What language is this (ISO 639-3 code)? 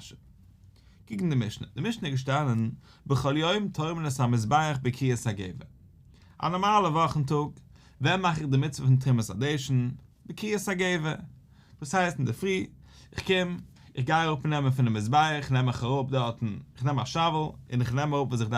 yid